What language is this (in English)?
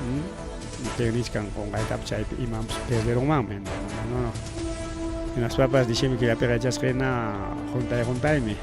Ayacucho Quechua